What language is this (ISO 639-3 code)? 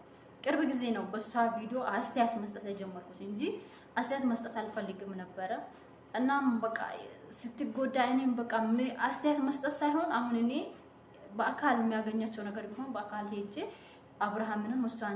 amh